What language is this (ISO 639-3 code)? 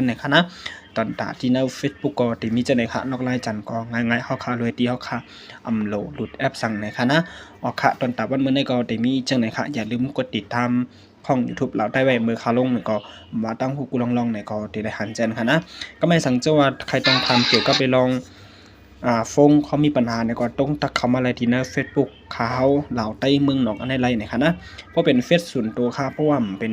shn